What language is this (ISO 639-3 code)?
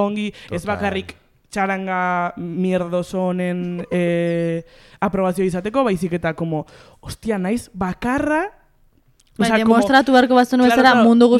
eus